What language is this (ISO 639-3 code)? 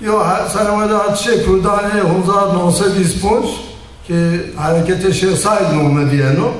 zza